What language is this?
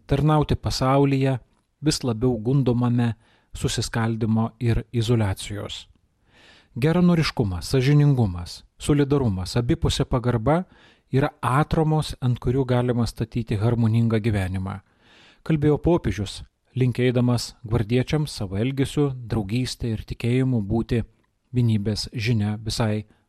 Lithuanian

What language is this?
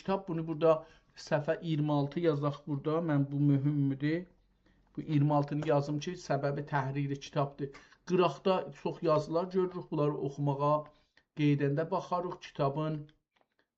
South Azerbaijani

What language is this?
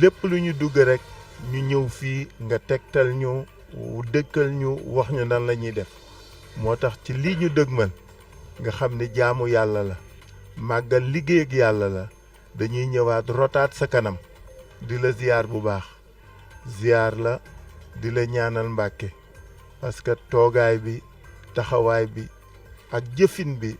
Wolof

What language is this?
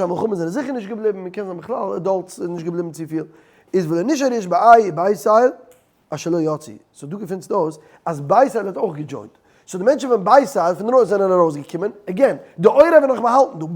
Yiddish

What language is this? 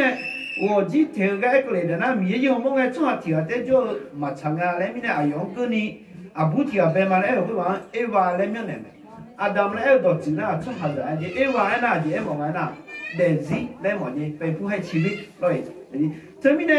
Akha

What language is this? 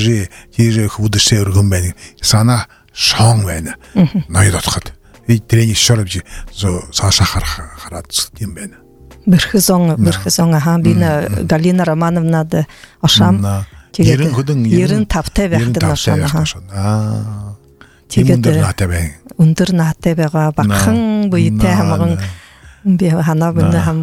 Buriat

